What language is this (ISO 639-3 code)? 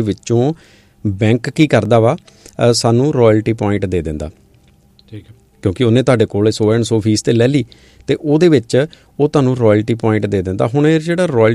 pan